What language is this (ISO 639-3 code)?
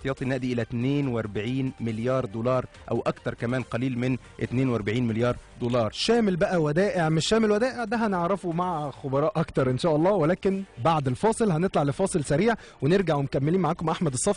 arz